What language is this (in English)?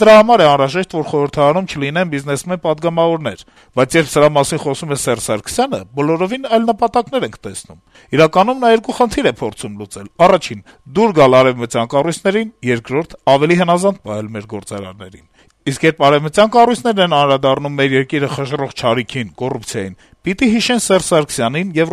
Armenian